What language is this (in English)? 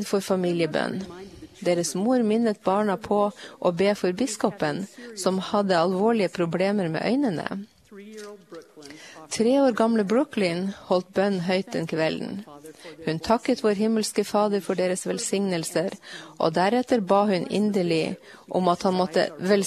Norwegian